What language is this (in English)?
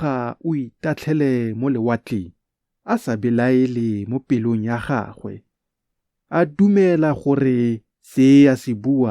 Tswana